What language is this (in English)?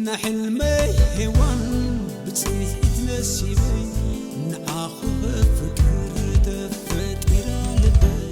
Tigrinya